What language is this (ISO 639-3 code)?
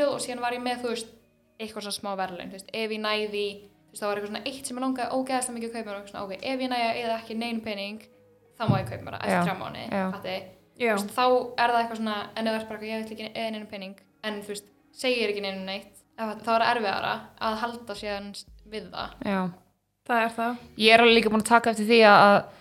isl